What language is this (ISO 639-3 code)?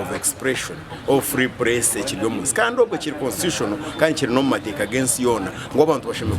nyn